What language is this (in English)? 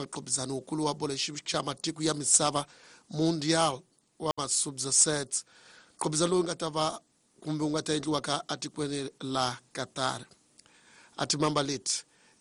Tsonga